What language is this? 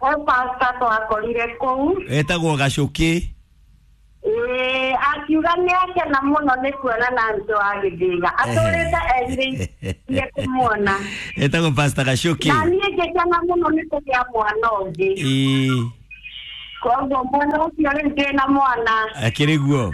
Kikuyu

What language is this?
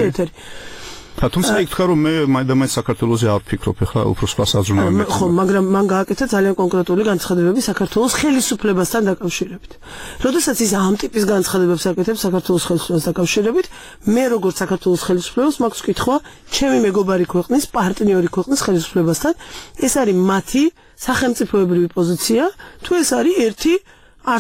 Georgian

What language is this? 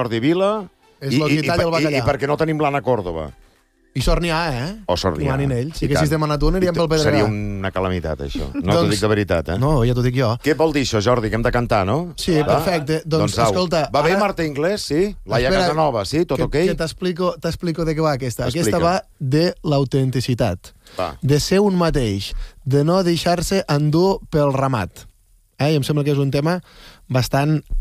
Catalan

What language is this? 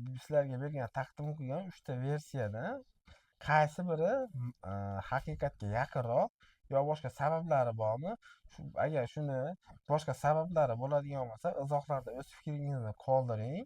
Uzbek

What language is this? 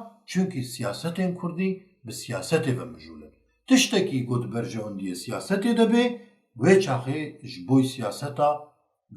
Kurdish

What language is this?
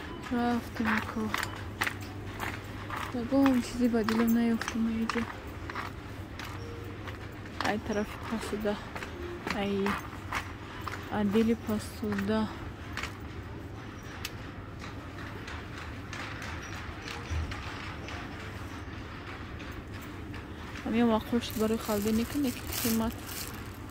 Persian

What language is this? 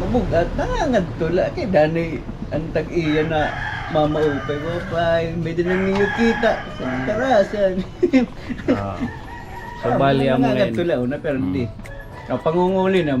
Waray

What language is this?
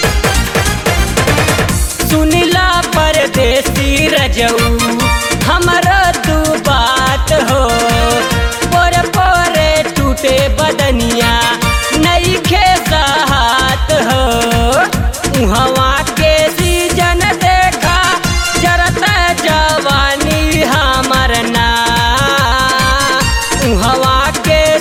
Bhojpuri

